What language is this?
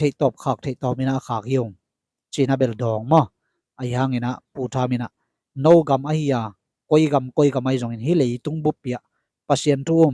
Tedim Chin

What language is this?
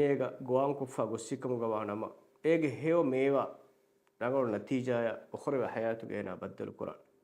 Divehi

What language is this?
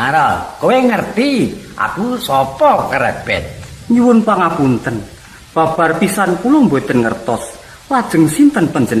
Javanese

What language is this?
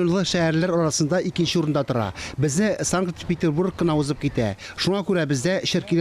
Tatar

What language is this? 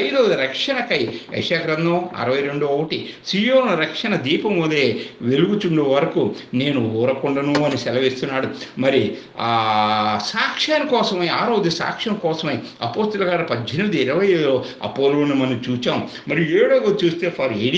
Telugu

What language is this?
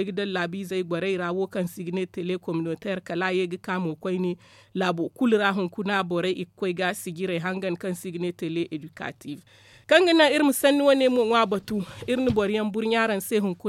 Zarma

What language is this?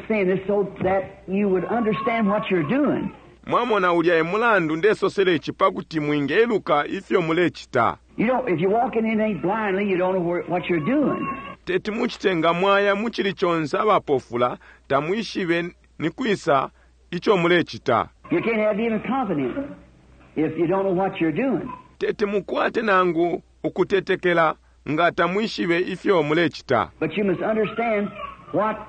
Bemba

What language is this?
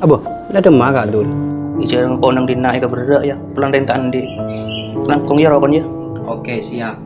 Madurese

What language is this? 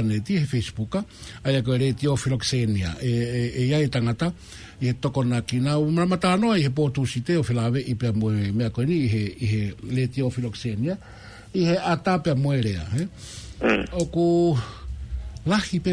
Tongan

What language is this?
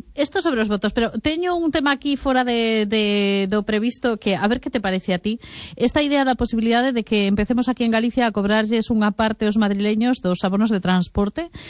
Galician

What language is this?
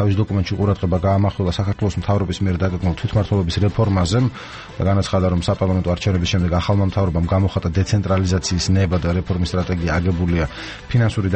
Georgian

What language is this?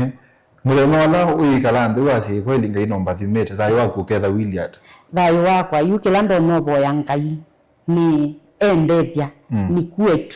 Kamba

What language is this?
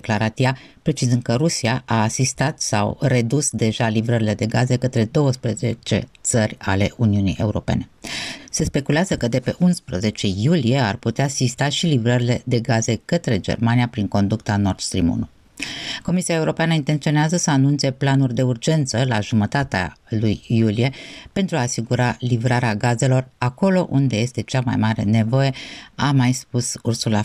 Romanian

